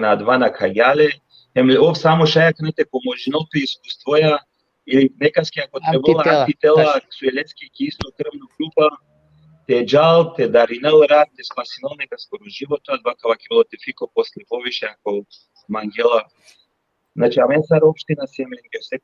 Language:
Balkan Romani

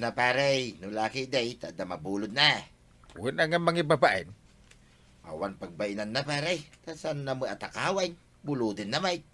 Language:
Iloko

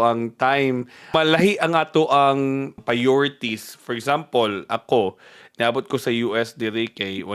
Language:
Cebuano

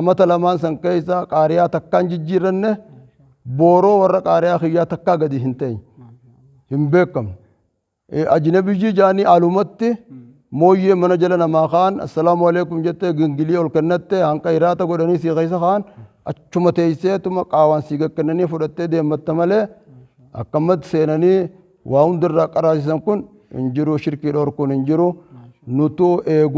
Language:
Oromo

